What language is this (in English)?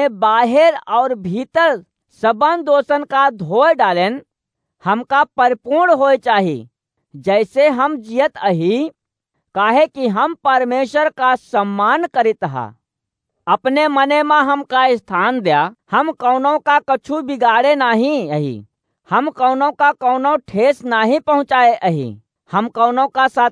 Awadhi